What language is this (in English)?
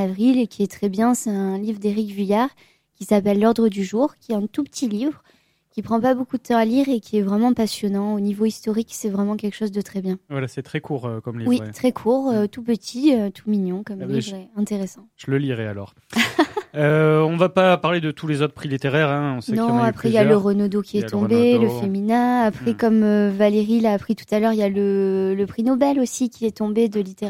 French